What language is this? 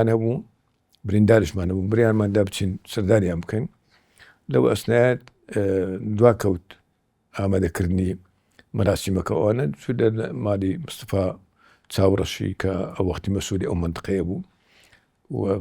Central Kurdish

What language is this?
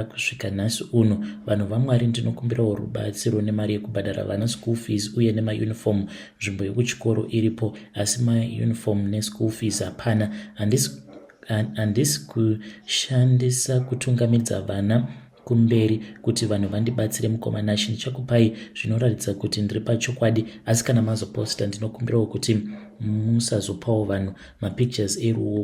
Shona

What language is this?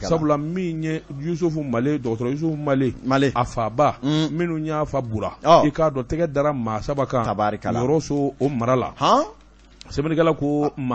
Bambara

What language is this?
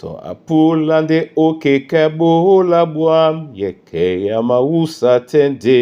Duala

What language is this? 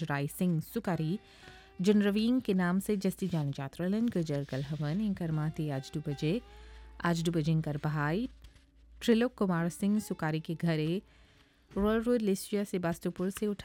Bhojpuri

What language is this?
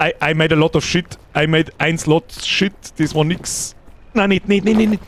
Bavarian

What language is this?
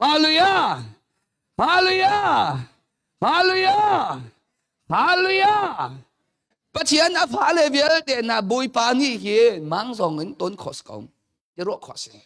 Hakha Chin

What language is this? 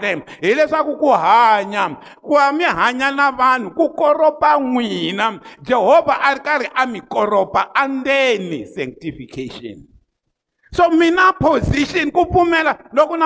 Tsonga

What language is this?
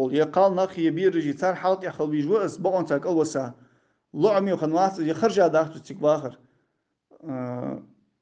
Ingush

